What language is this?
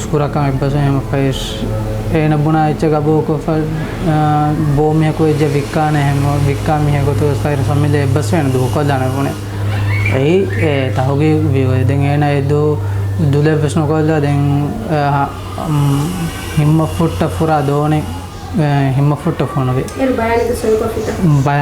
Divehi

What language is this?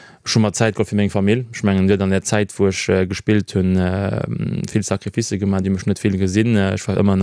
Luxembourgish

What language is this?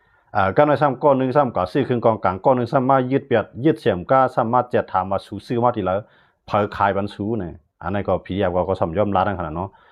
Shan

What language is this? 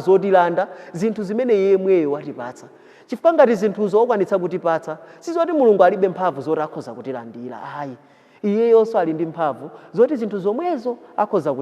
Nyanja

